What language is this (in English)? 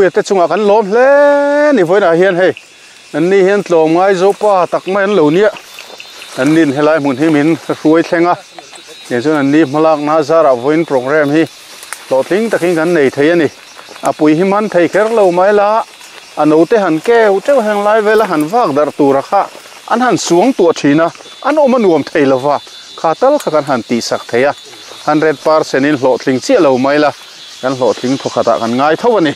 Mizo